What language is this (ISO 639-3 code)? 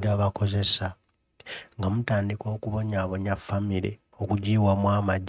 lug